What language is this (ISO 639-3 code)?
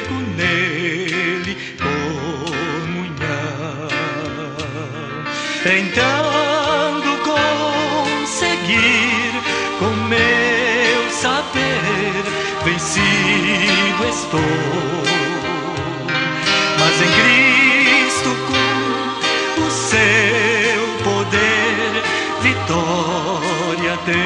por